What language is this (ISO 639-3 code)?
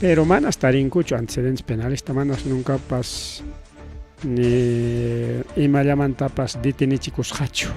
quy